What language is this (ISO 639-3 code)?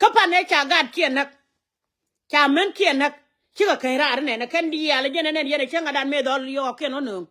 nus